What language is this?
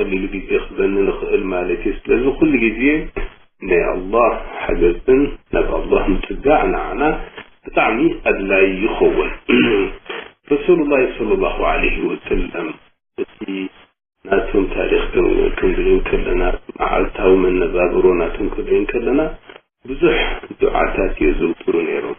Tigrinya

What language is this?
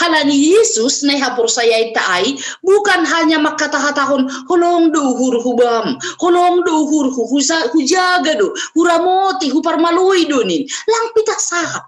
Batak Simalungun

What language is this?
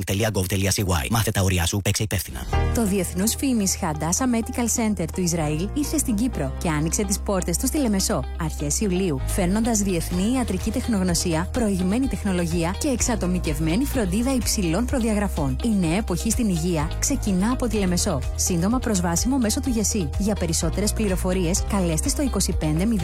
Greek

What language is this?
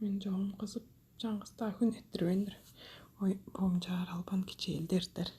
Tuvinian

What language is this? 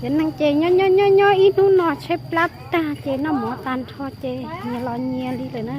Hmong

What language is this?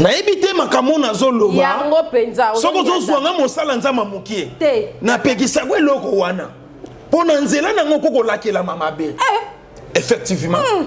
Lingala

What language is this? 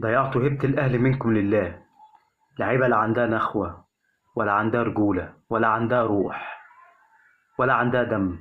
Egyptian Arabic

